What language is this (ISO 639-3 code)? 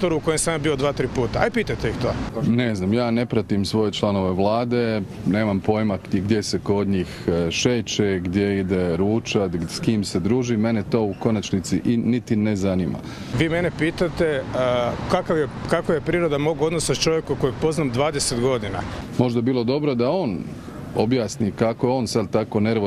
hrv